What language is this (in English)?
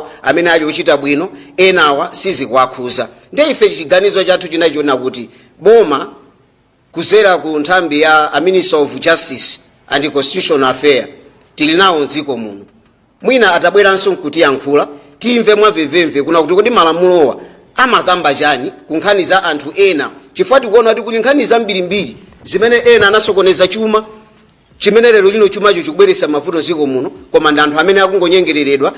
Nyanja